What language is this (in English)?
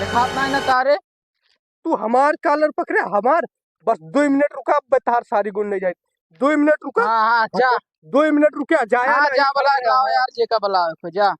Awadhi